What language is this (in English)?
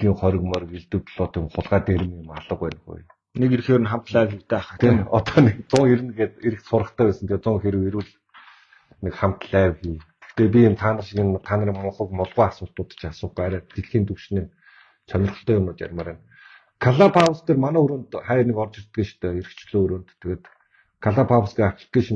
Mongolian